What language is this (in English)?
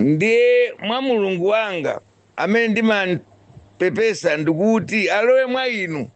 Nyanja